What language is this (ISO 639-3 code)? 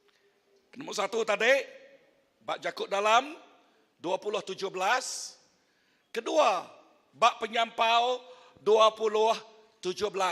iba